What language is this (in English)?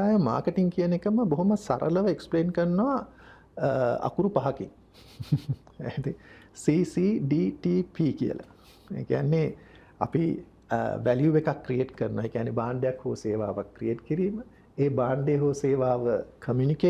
Sinhala